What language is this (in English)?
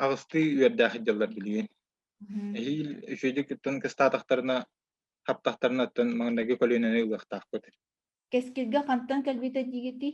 Yakut